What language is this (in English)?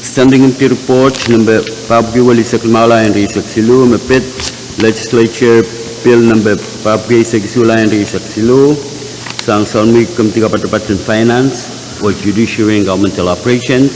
Pohnpeian